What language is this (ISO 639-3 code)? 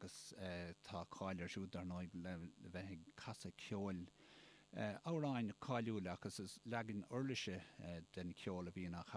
gle